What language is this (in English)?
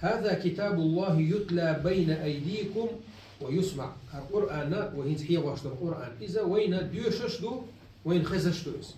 Chechen